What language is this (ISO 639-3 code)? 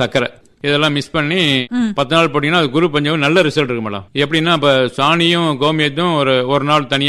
tam